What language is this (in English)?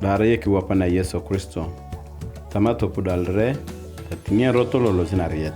Turkana